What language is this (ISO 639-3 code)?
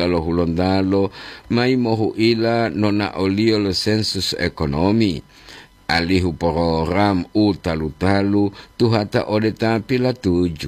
gor